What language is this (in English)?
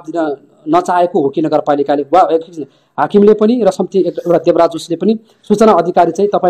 Nepali